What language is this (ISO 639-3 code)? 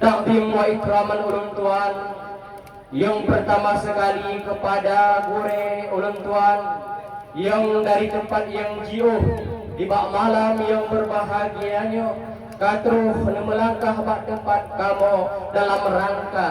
ace